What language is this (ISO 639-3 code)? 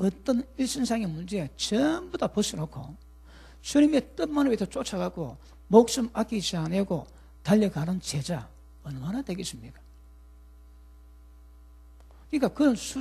kor